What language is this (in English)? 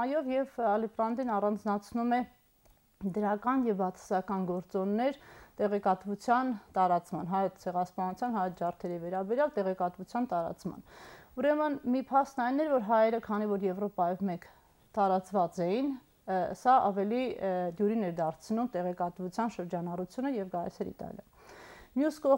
Armenian